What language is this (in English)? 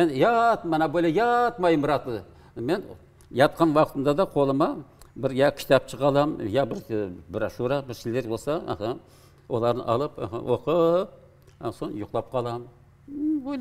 Crimean Tatar